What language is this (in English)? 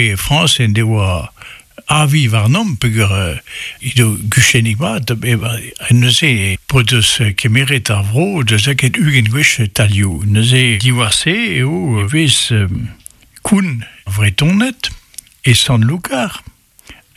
Breton